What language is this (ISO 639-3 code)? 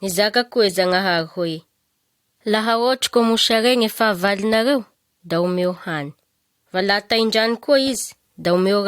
mlg